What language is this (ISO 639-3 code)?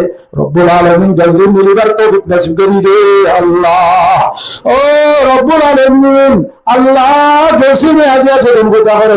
rhg